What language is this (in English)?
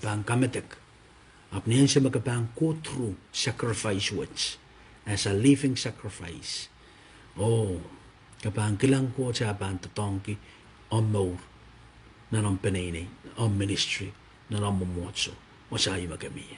Pohnpeian